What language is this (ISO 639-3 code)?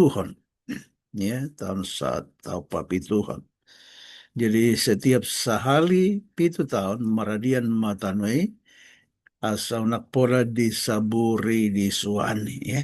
bbc